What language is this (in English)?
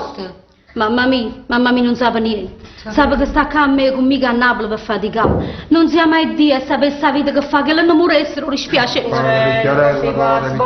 Neapolitan